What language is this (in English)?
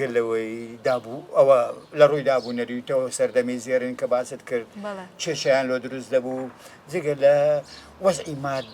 Central Kurdish